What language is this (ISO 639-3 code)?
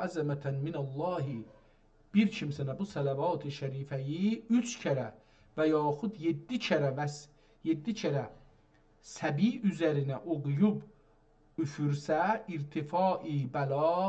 azb